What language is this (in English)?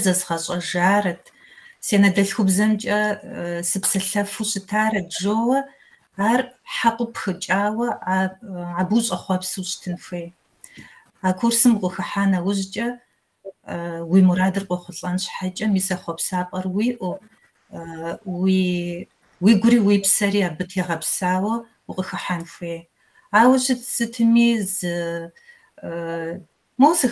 Kabardian